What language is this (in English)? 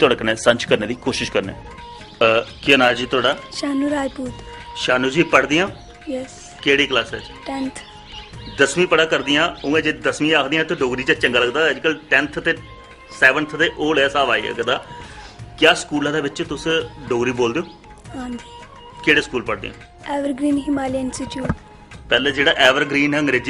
Dogri